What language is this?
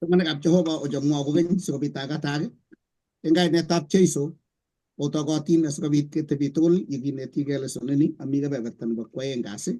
Kalenjin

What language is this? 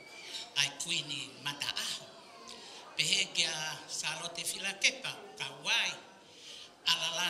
Tongan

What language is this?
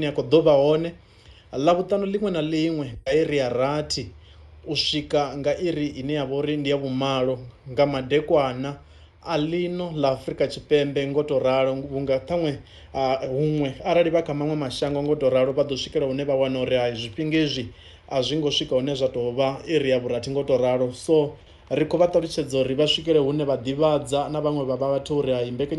Venda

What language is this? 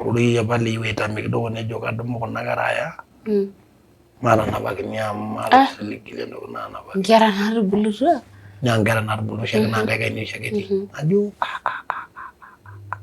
Masai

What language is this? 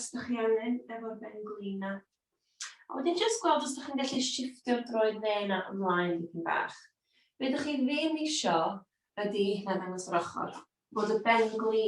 Welsh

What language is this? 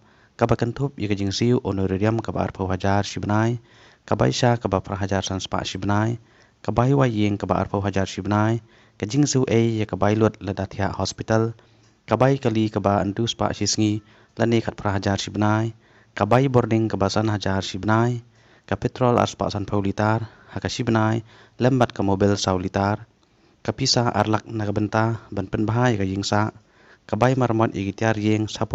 Khasi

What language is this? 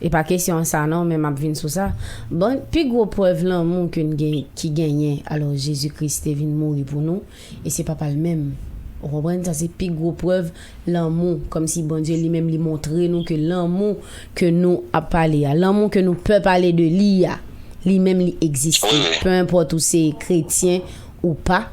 Haitian Creole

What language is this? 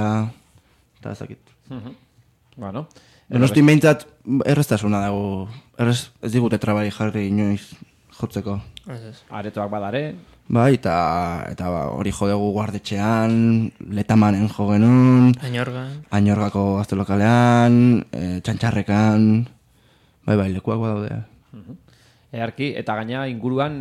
Basque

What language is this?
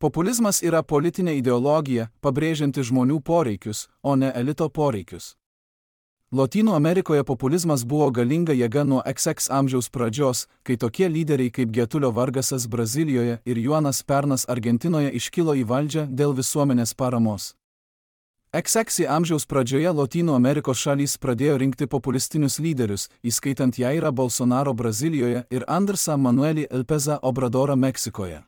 Lithuanian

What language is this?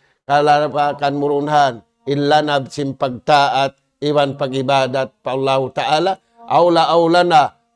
Tausug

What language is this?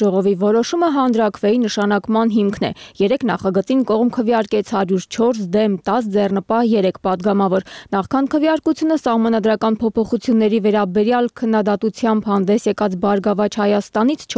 Armenian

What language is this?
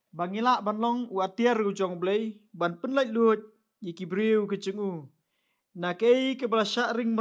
Khasi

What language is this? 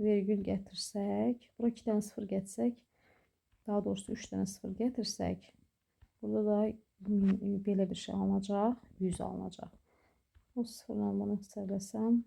Azerbaijani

